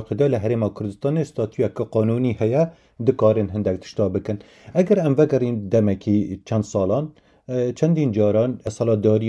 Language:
Kurdish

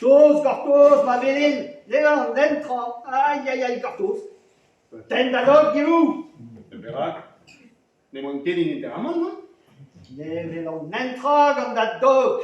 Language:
Breton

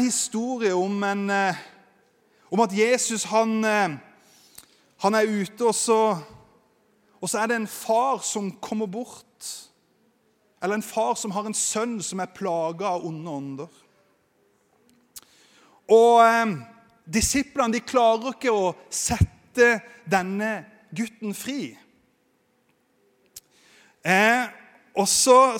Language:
Norwegian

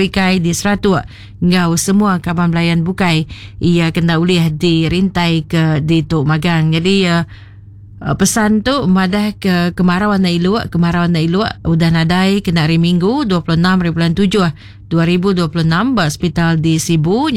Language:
Iban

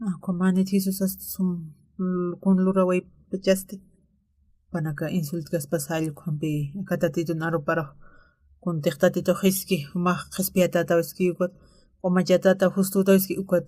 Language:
Aymara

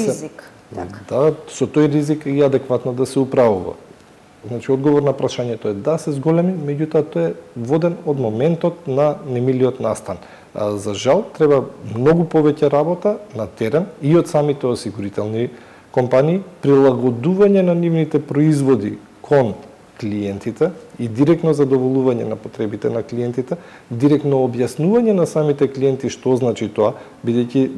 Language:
Macedonian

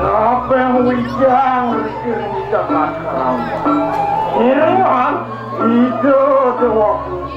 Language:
Balinese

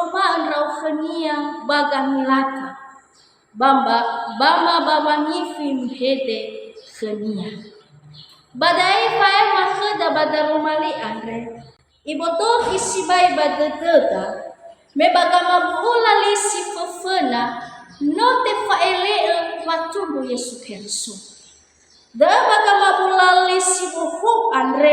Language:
Nias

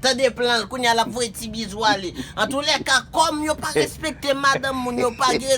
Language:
Haitian Creole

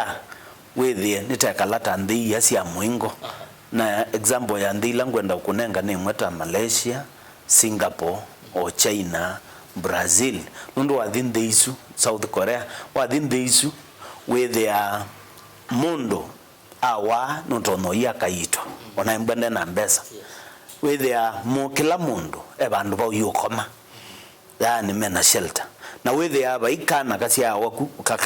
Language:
Kamba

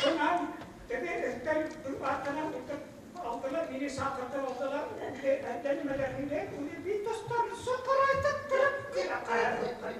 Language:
Bashkir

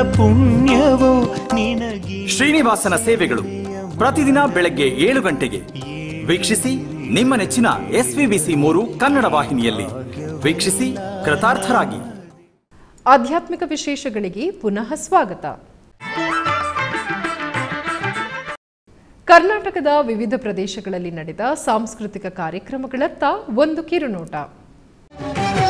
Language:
Kannada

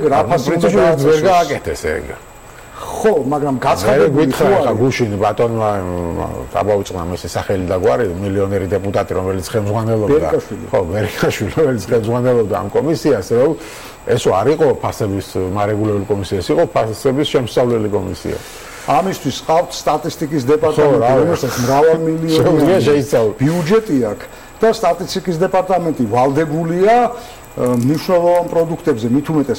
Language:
Georgian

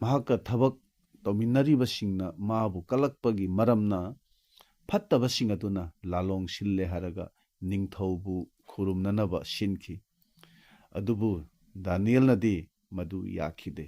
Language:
Manipuri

